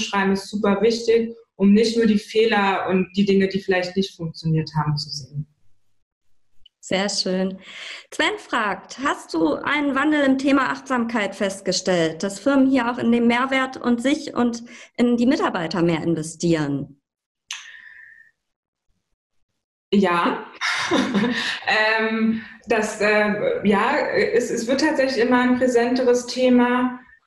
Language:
German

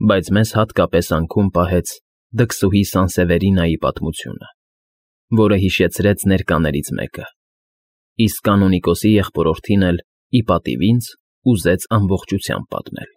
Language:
Armenian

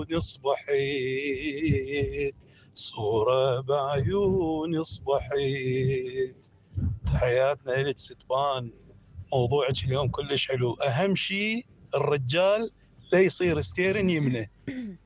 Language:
Mesopotamian Arabic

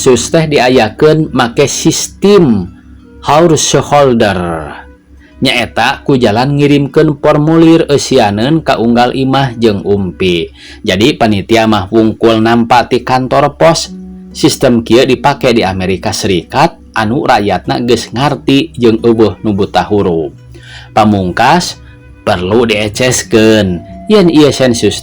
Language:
Sundanese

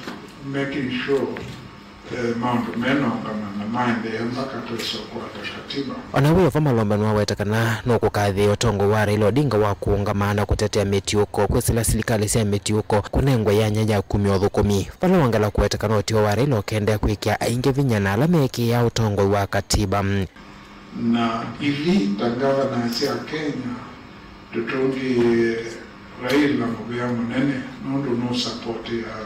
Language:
Kamba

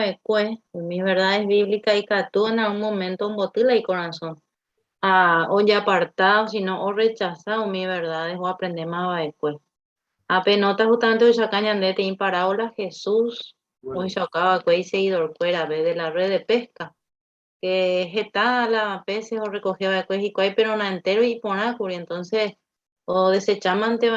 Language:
Guarani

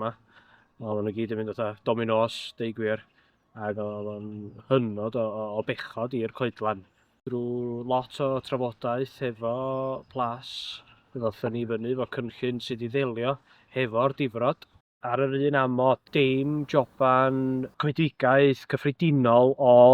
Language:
Welsh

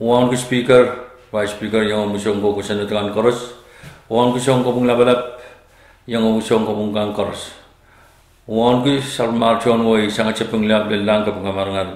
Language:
Pohnpeian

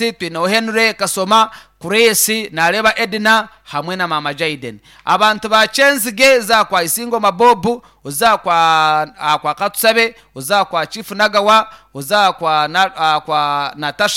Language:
Nyankole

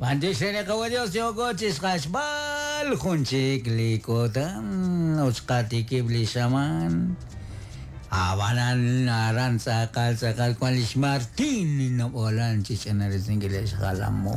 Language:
Kekchí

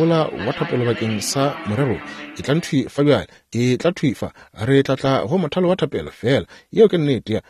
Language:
Northern Sotho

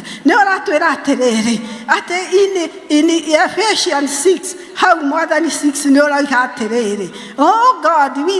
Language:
Kikuyu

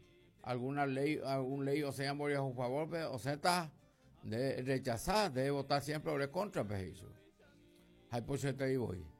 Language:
Guarani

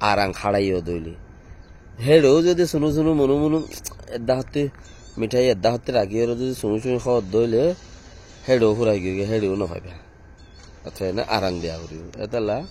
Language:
Rohingya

